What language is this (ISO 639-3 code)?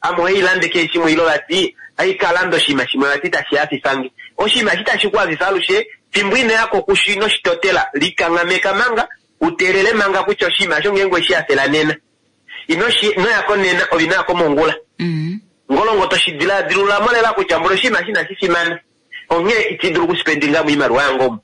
kua